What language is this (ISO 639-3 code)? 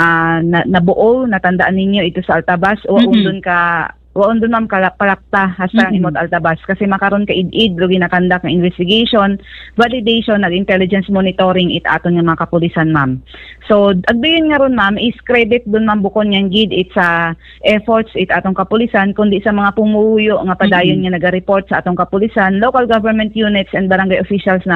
hil